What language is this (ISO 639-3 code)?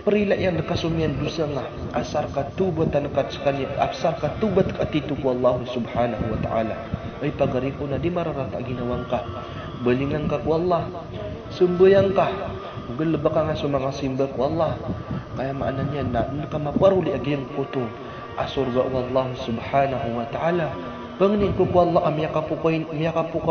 mrw